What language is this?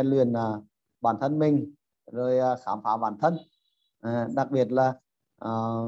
Vietnamese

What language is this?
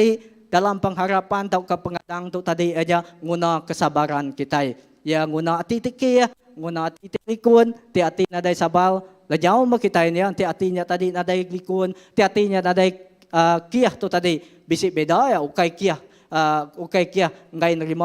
Iban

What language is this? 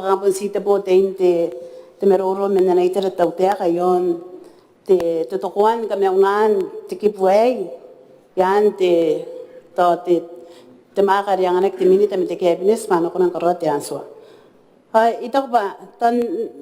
Gilbertese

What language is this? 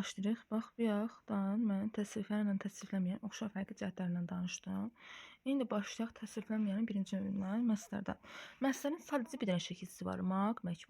Azerbaijani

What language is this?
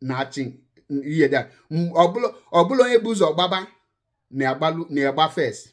Igbo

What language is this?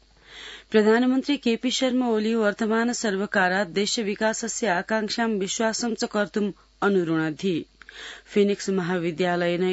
Sanskrit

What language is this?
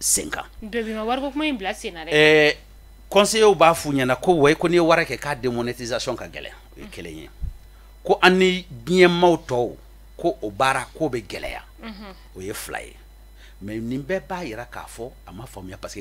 Bambara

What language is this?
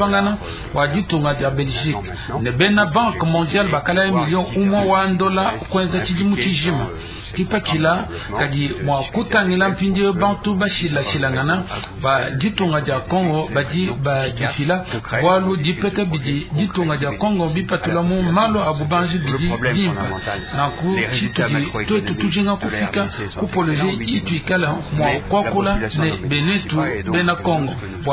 Luba-Lulua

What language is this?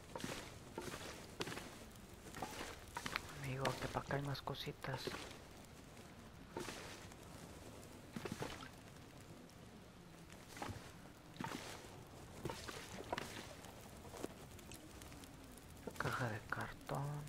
Spanish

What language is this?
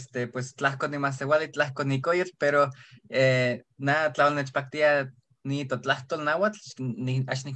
Eastern Huasteca Nahuatl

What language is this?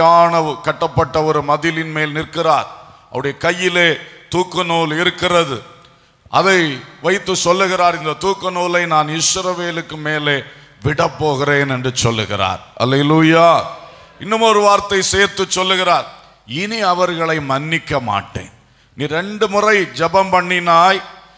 Tamil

